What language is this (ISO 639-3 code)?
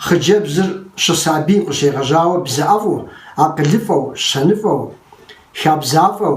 kbd